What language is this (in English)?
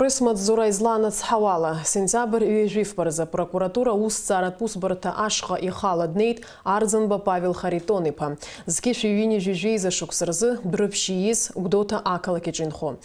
Abkhazian